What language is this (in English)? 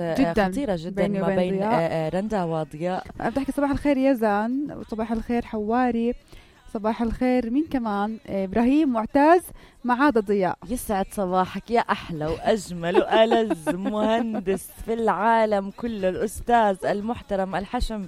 North Levantine Arabic